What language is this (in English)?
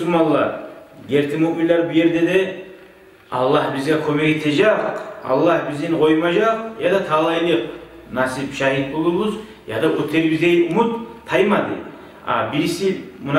Kumyk